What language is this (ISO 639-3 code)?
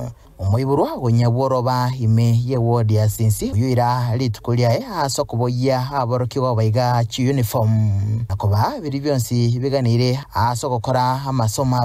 guz